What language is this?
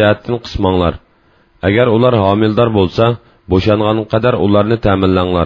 Uyghur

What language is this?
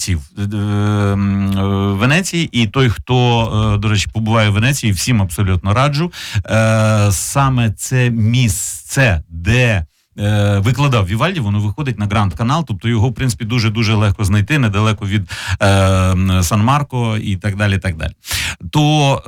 Ukrainian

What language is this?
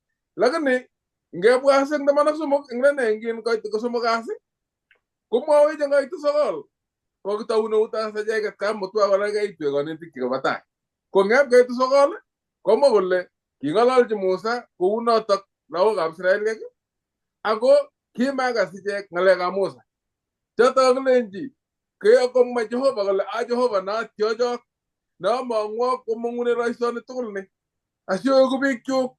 Kalenjin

